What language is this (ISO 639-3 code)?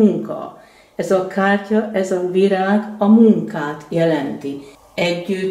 hun